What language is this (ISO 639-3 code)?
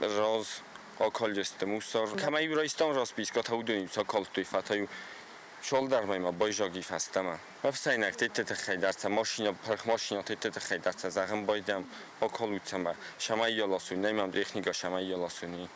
oss